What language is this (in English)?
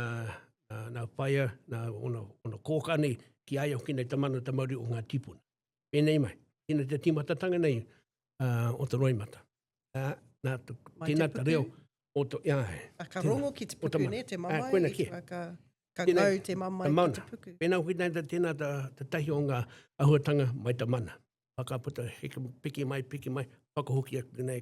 Māori